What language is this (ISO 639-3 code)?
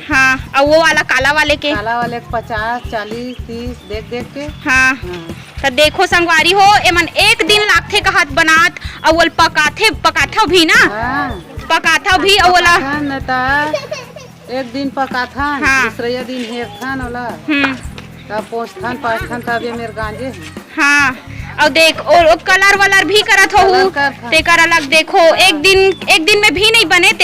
hne